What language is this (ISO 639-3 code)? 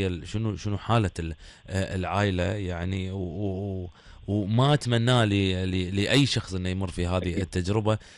afb